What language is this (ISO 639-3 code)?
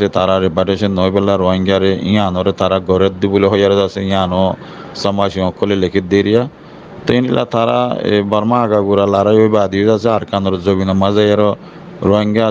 rhg